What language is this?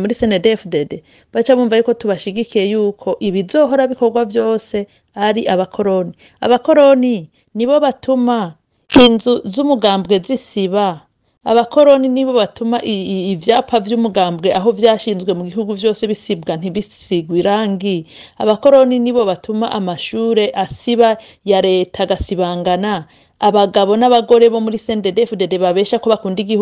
Rundi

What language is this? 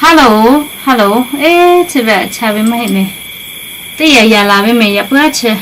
Lahu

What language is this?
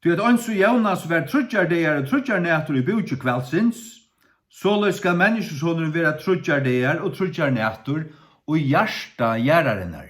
Faroese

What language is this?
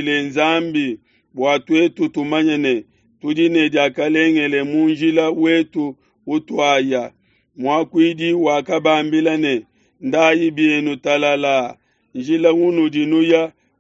Luba-Lulua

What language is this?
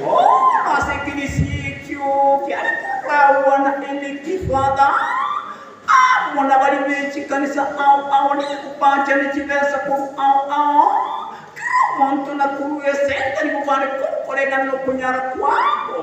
Gusii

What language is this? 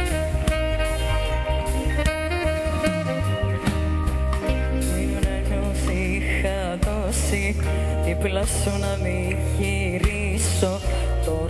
Greek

